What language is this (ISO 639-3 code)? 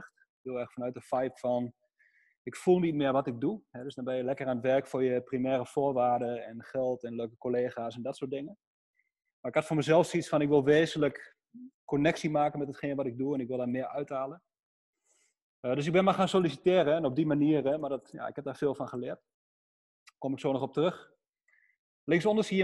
nld